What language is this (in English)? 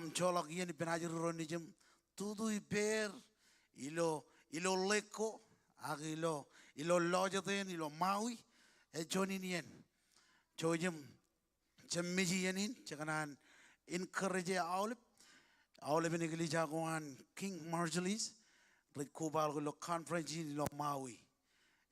Marshallese